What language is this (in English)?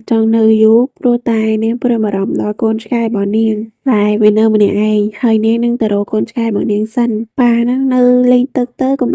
Khmer